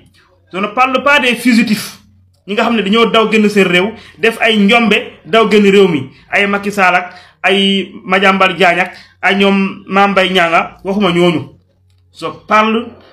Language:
Wolof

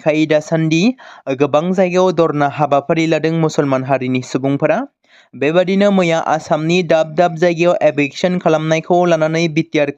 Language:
Bodo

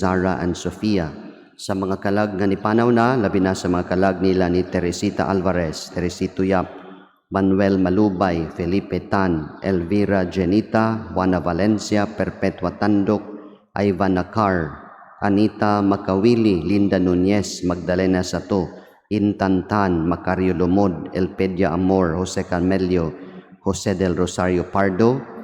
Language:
Cebuano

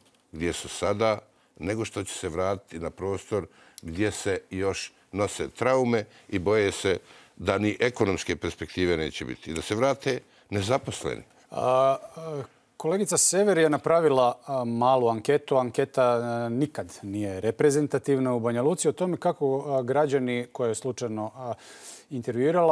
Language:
Bosnian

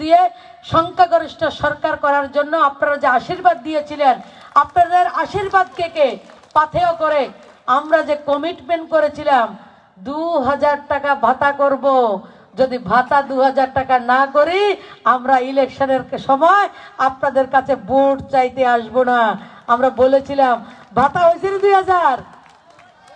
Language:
Bangla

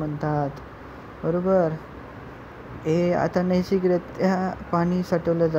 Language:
Marathi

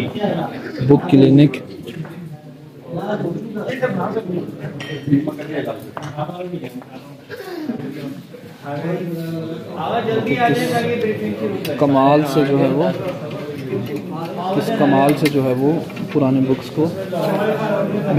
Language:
Urdu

